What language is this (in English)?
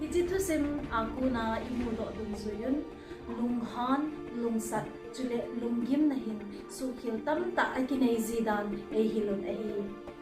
Thado Chin